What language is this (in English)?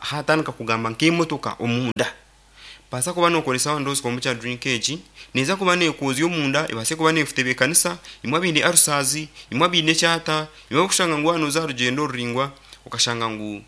Nyankole